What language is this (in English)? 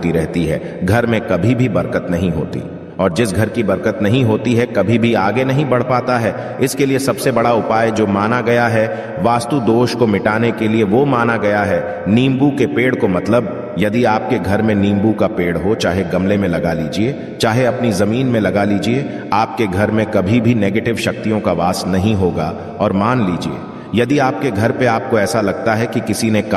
Hindi